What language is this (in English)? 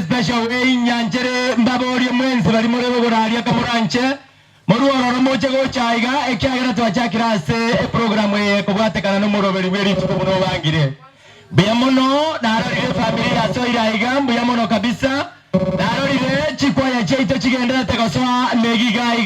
Gusii